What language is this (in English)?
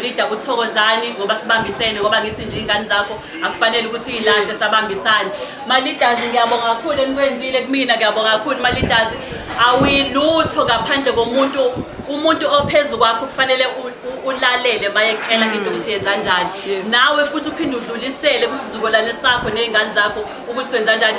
Zulu